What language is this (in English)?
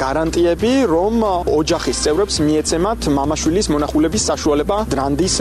Georgian